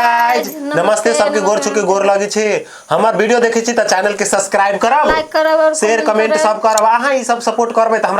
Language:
Maithili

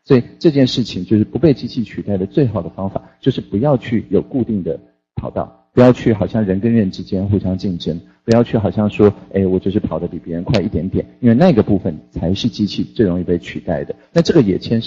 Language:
Chinese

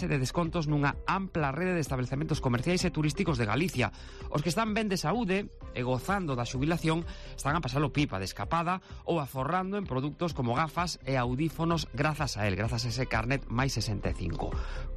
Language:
Galician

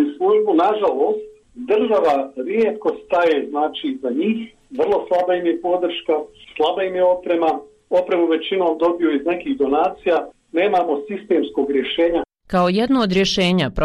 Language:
Bosnian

